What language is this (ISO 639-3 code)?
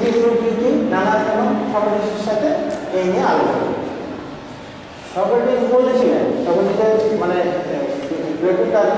ben